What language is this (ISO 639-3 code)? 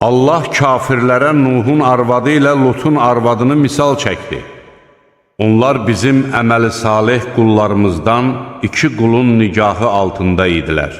aze